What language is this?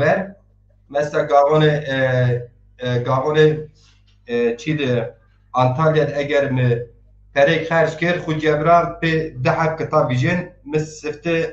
Zaza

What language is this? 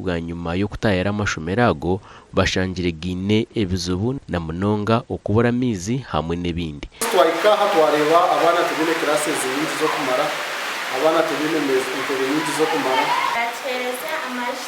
Nyankole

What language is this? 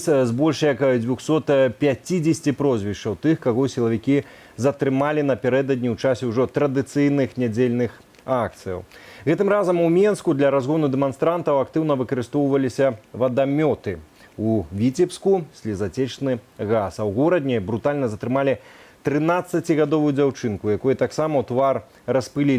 Belarusian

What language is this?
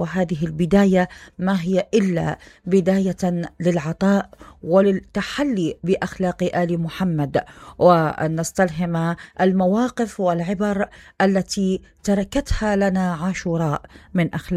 Mesopotamian Arabic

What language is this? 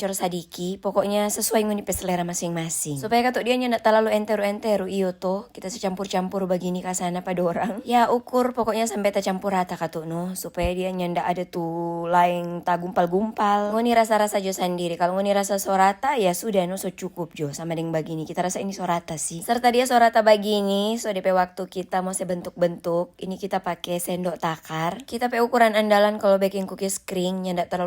Manado Malay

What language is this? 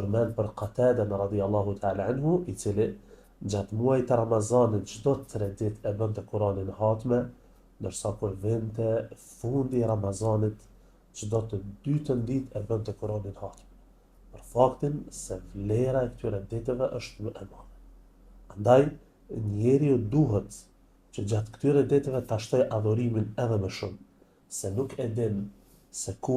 Albanian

